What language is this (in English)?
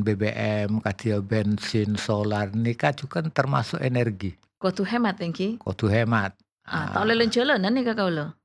Madurese